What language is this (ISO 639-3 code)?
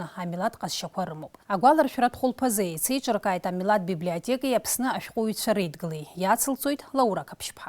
abk